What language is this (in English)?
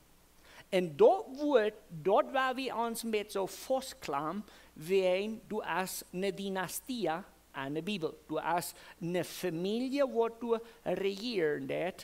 Plautdietsch